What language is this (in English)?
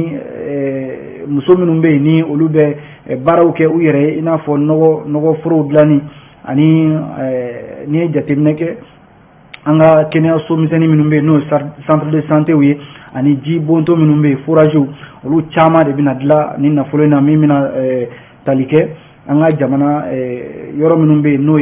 Bambara